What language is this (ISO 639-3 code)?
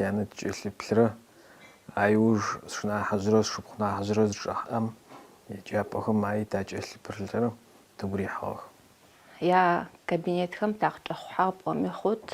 ady